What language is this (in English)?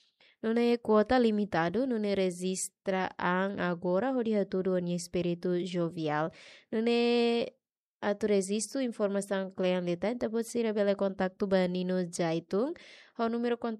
Tetum